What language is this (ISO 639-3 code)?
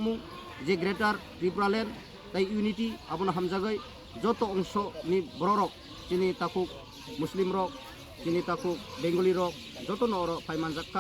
trp